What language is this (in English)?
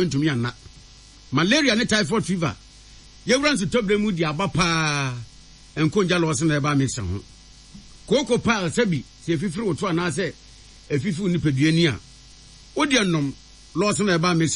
Akan